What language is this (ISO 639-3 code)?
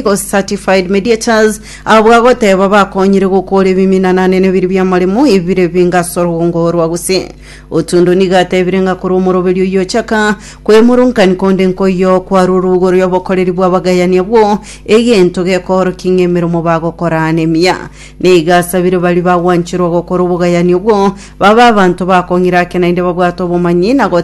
guz